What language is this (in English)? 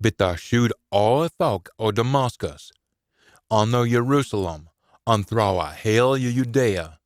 Scots